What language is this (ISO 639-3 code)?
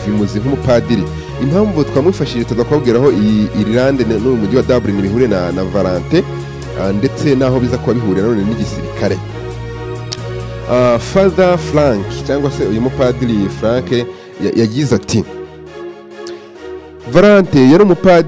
kin